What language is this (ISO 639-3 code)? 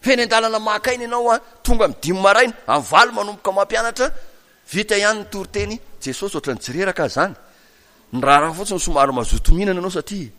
mlg